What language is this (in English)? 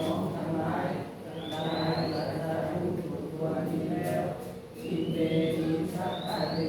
Pali